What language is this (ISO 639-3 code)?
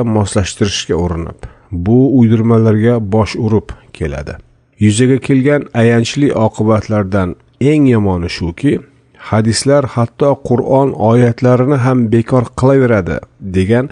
uzb